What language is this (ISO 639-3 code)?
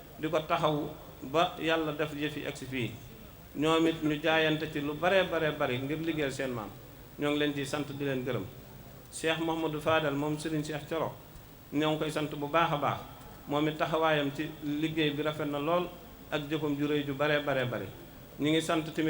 wol